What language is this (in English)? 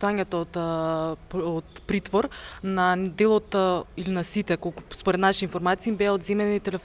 Macedonian